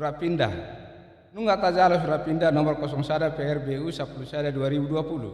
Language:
Batak Toba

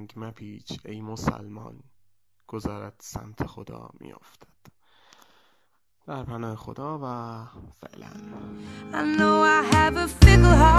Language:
Persian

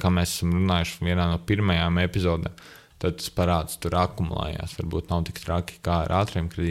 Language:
Latvian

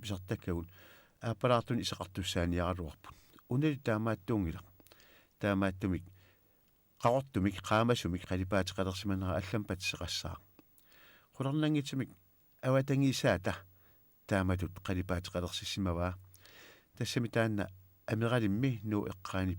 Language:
Kalaallisut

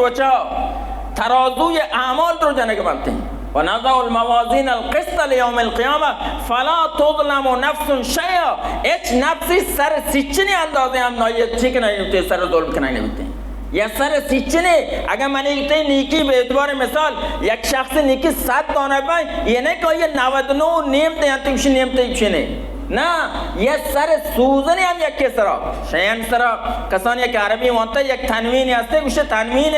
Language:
Baluchi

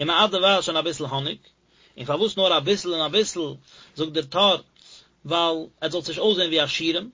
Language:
Yiddish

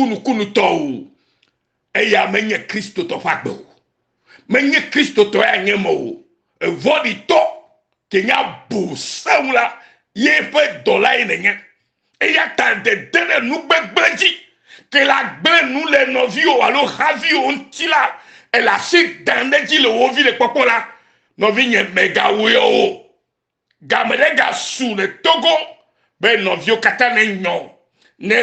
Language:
Ewe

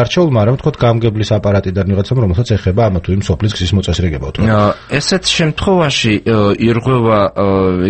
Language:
Georgian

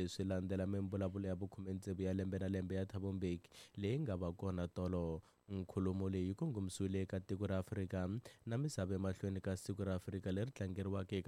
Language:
Tsonga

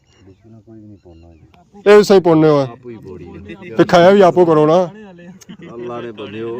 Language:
Pahari-Potwari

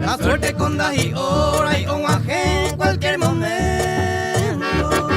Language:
Guarani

